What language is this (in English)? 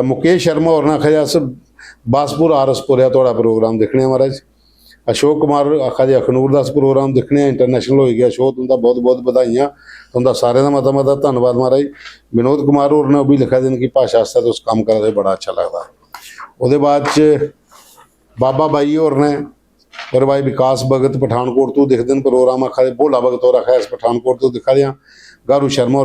Dogri